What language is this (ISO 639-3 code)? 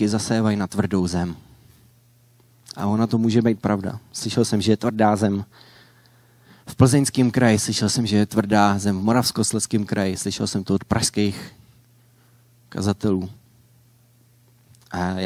ces